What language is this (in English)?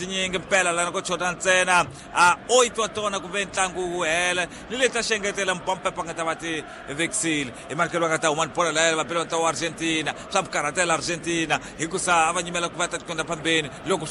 Tsonga